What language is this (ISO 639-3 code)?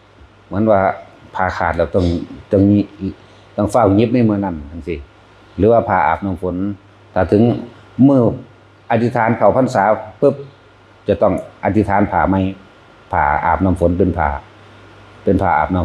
tts